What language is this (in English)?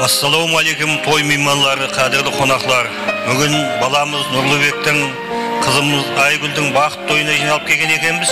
Kara-Kalpak